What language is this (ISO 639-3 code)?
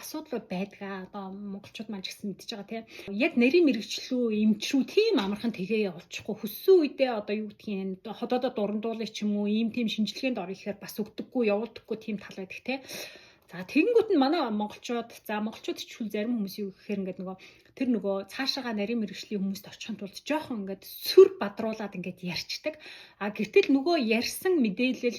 mon